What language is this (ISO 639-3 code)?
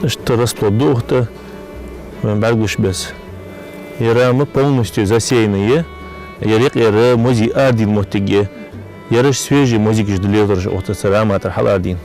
inh